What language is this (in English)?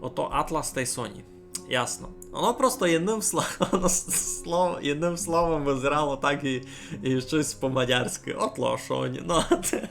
Rusyn